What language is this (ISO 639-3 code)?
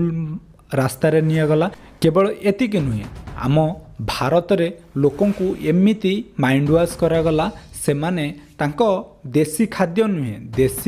ori